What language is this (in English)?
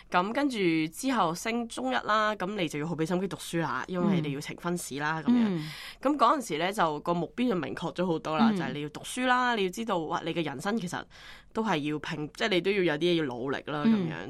Cantonese